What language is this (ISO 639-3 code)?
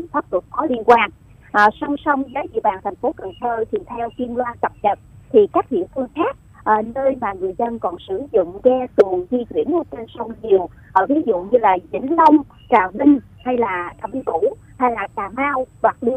vie